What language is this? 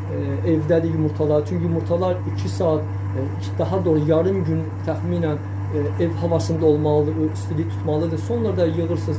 Azerbaijani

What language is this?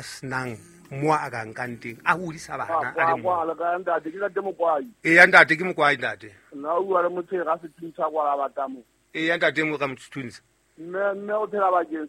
Southern Sotho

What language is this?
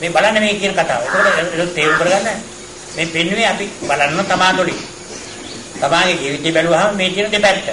Sinhala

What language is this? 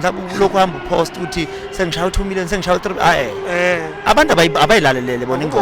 Zulu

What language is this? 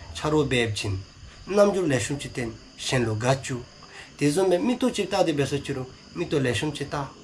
Dzongkha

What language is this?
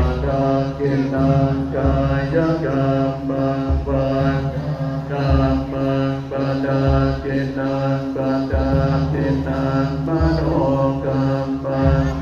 Pali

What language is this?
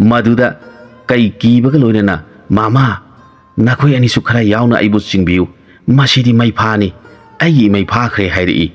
Manipuri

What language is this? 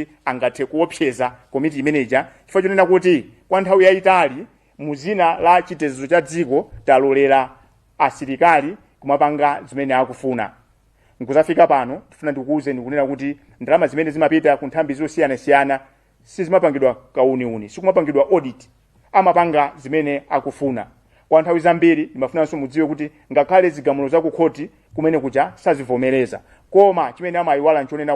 Nyanja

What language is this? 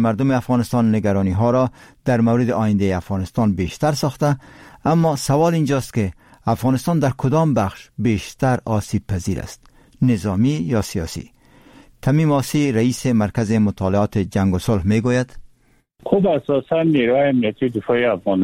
Persian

